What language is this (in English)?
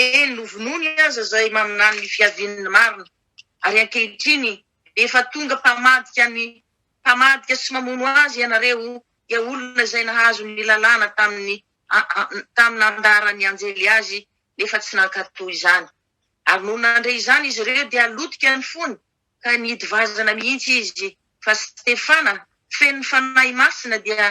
Malagasy